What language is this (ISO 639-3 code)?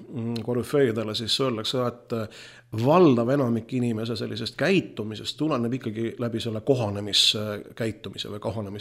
est